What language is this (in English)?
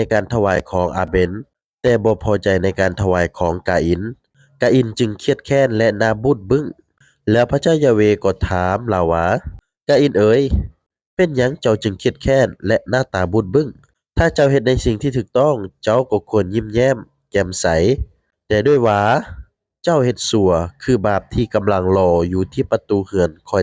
Lao